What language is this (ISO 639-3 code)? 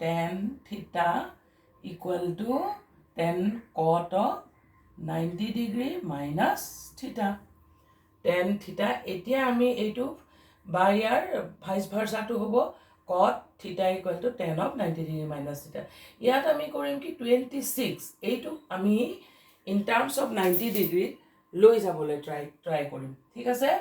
asm